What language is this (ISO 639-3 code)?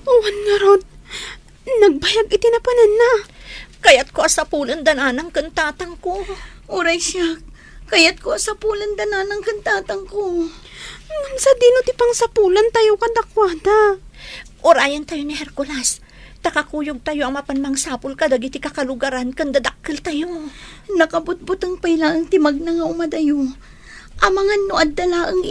ilo